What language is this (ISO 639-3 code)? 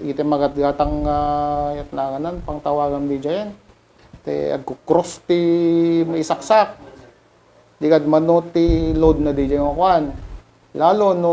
ilo